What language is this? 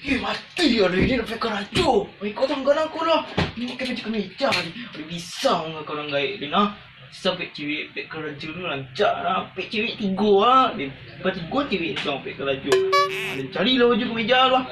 Minangkabau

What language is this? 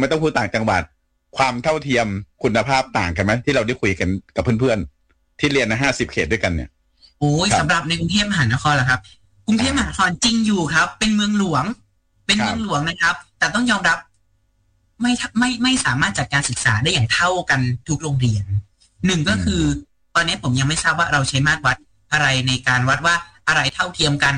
Thai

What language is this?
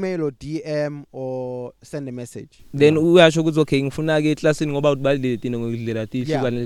English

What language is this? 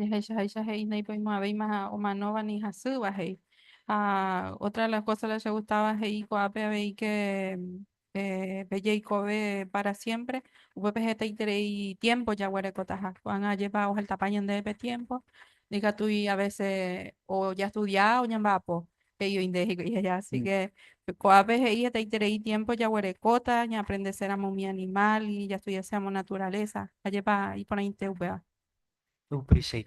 Guarani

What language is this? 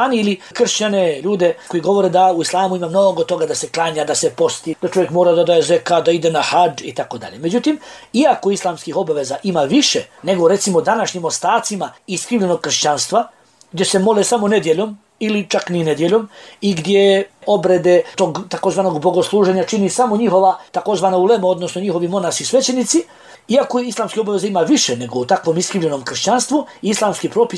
Bosnian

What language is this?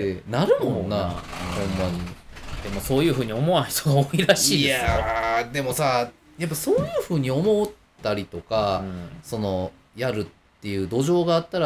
Japanese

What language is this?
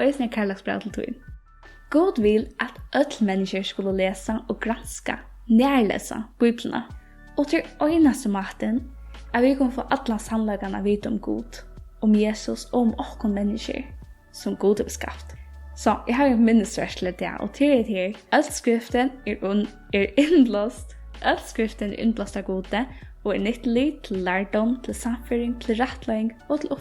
Faroese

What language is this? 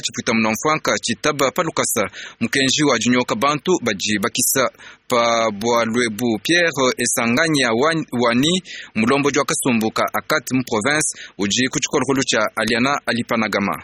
Luba-Lulua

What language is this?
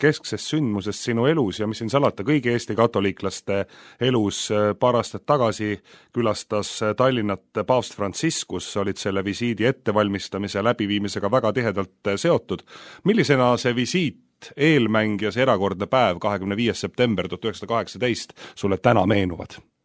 Estonian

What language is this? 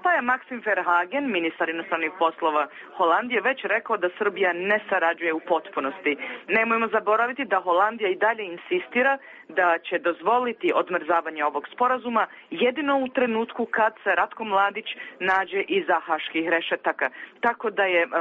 Serbian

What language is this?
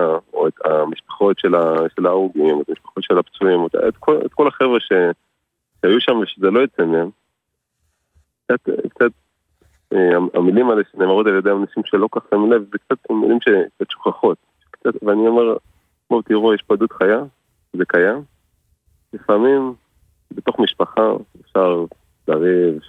Hebrew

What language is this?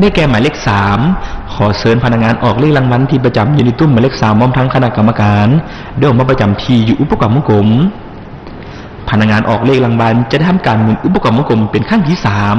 Lao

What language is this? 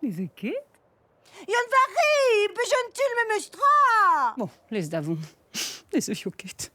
Breton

